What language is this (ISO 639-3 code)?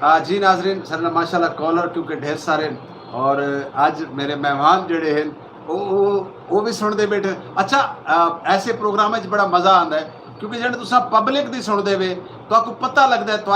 skr